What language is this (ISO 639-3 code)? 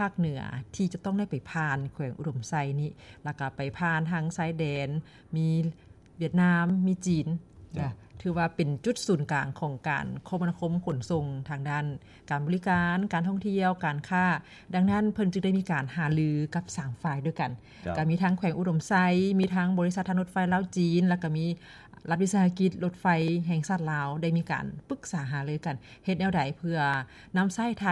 lao